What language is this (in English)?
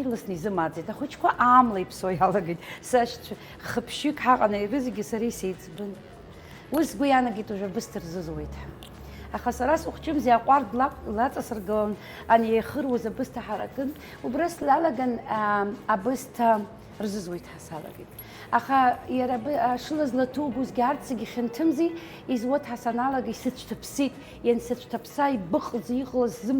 Abkhazian